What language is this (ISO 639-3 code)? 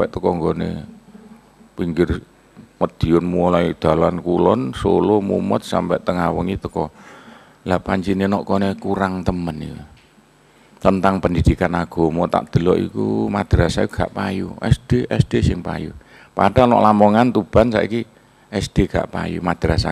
jav